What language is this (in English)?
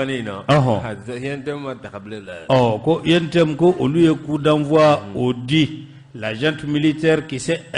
Bambara